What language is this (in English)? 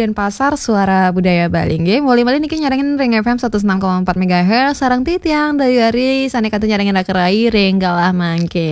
Balinese